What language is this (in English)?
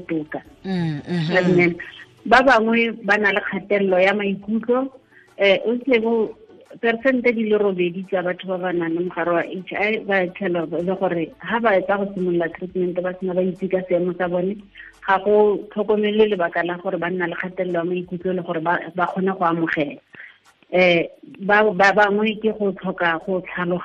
Tswana